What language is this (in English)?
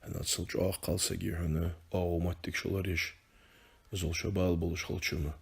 Ingush